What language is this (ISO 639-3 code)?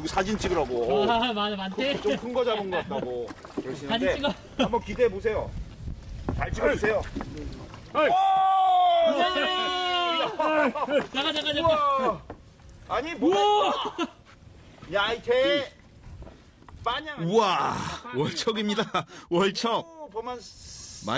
kor